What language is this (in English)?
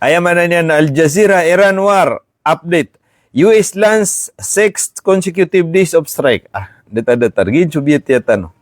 Maranao